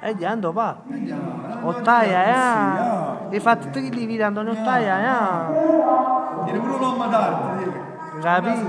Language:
Neapolitan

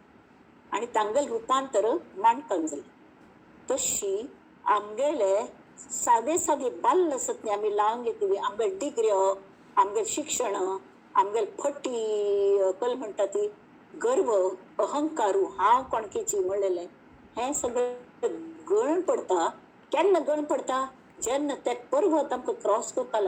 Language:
Konkani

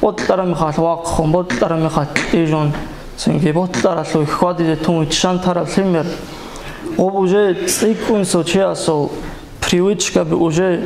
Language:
Avaric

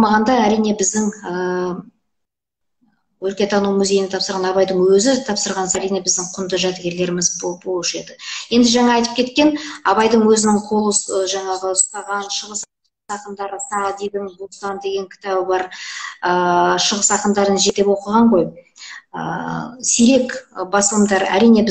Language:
Kazakh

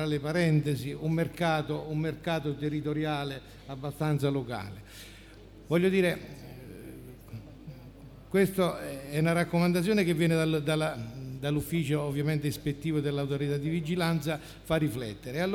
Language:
Italian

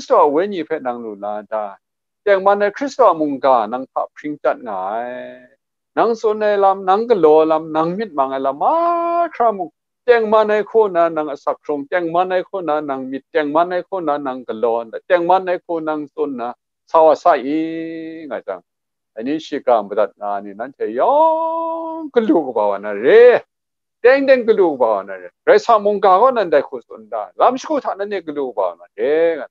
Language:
Kachin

